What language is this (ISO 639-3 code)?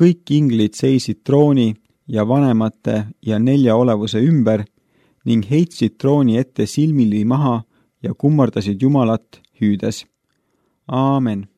est